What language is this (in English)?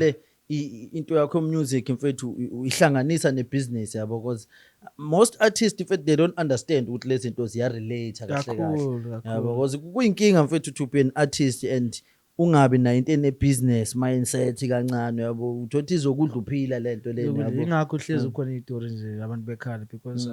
Zulu